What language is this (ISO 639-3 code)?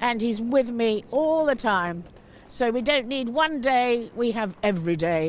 mlt